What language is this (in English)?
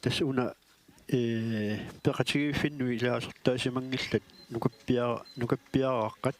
Kalaallisut